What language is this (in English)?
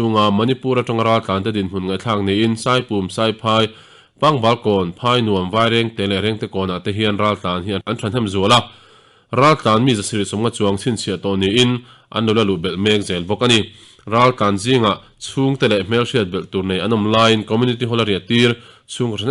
Mizo